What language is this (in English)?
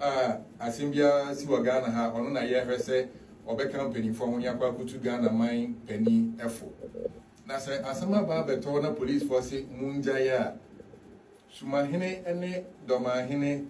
Akan